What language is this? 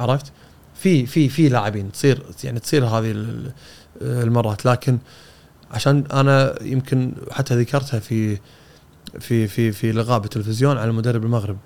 Gulf Arabic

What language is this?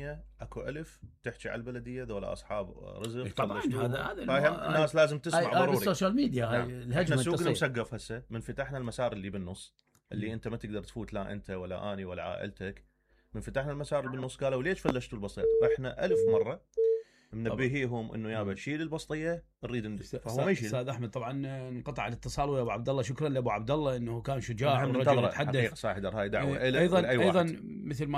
Mesopotamian Arabic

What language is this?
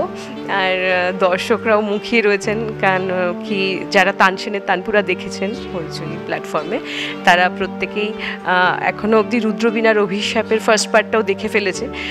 Bangla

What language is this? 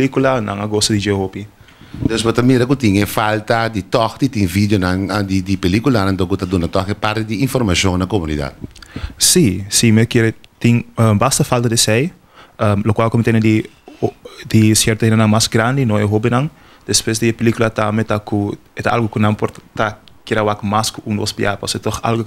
Papiamento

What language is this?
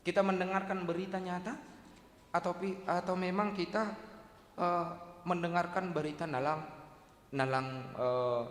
Batak Simalungun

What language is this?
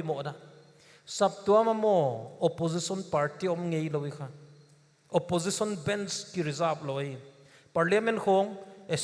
Paite Chin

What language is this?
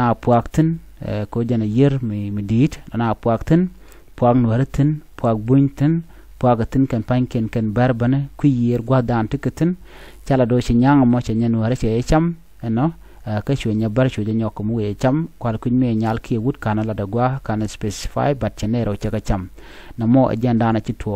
Nuer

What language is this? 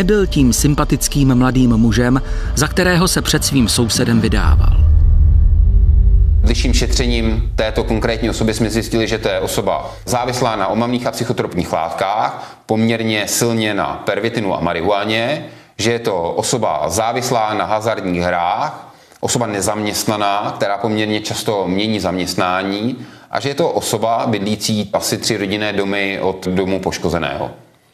Czech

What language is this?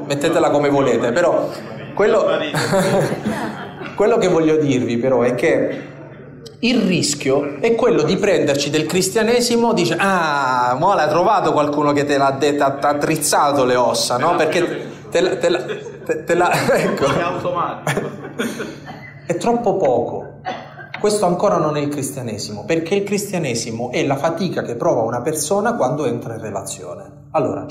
Italian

